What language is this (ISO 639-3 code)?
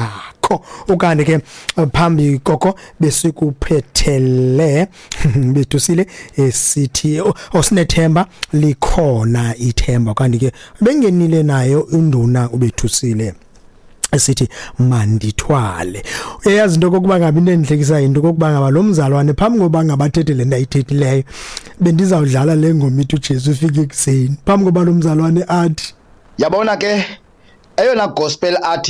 xho